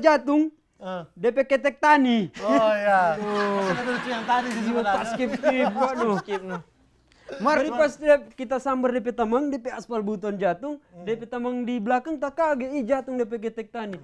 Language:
Manado Malay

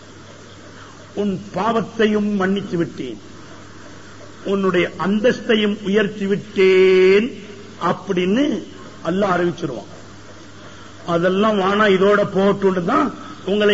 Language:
Tamil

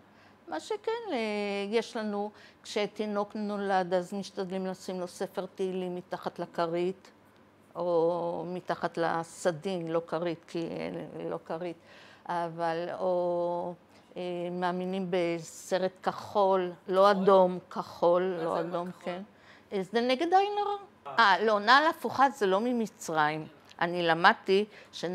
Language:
Hebrew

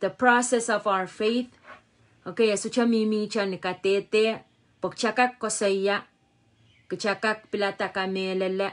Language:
Pohnpeian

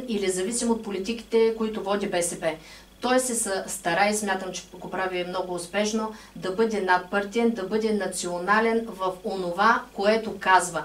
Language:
Bulgarian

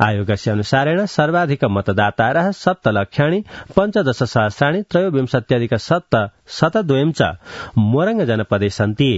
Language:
Sanskrit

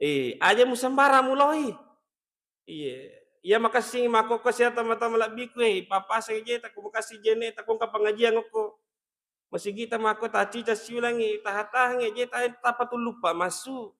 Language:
Buginese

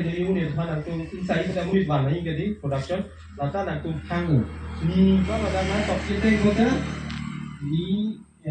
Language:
Karbi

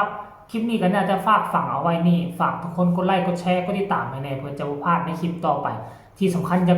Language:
Northeastern Thai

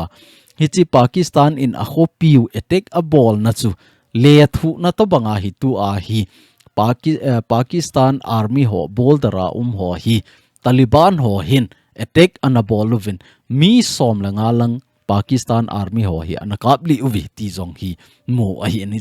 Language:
Thado Chin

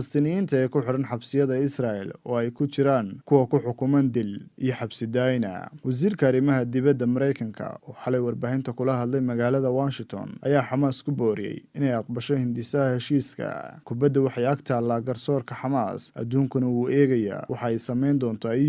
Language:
Somali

